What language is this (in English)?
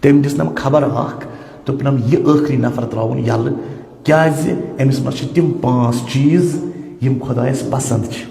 Kashmiri